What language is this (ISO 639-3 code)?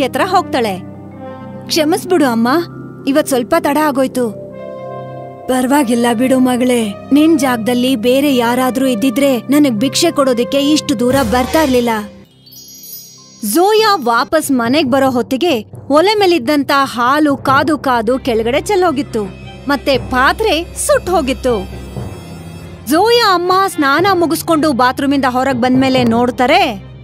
kan